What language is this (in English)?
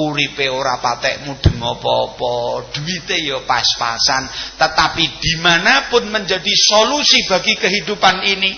Javanese